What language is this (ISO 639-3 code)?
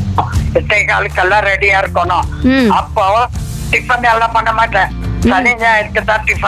tam